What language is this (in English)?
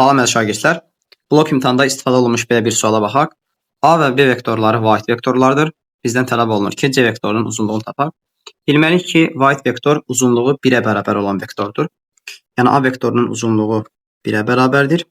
Azerbaijani